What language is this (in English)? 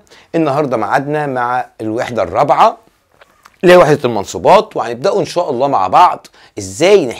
Egyptian Arabic